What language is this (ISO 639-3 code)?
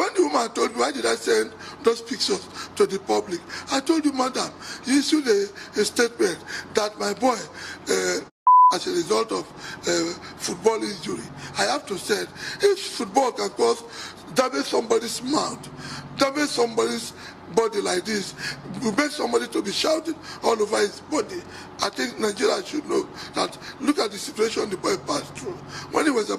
pcm